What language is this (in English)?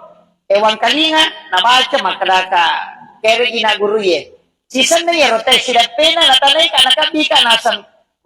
Buginese